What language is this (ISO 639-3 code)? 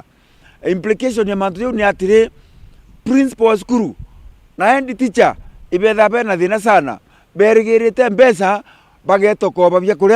mer